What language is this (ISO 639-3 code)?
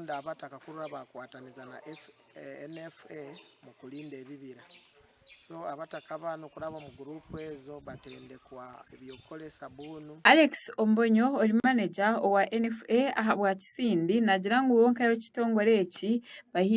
nyn